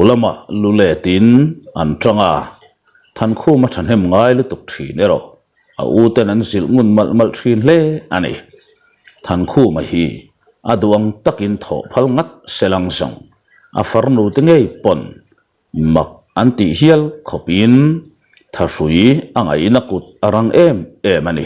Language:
Mizo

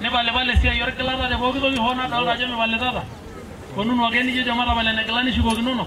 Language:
Masai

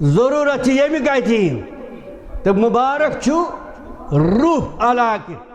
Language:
Kashmiri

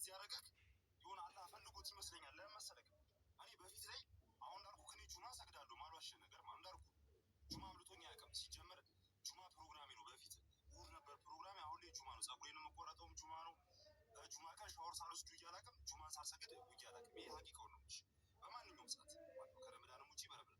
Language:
Amharic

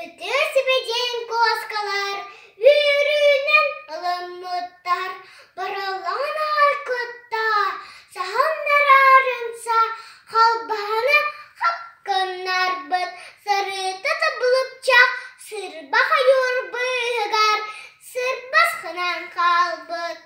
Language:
Yakut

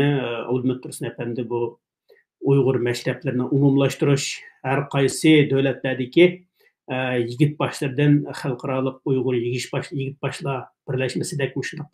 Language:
Uyghur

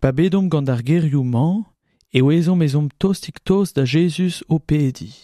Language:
Breton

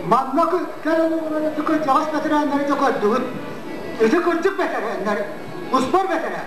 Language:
Yakut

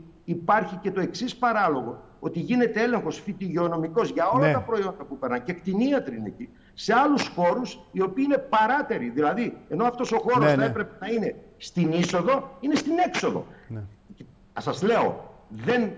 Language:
Greek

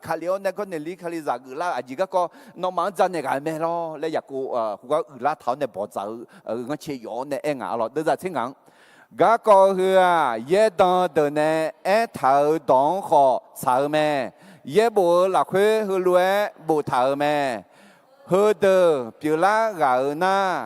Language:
Akha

